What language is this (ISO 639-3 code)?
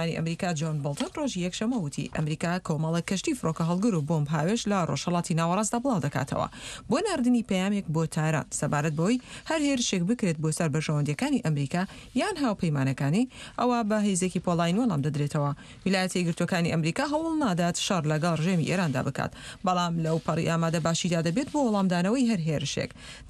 ckb